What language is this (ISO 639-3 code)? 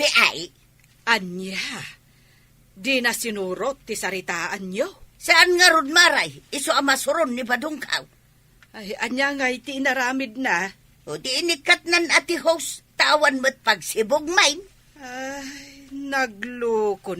ilo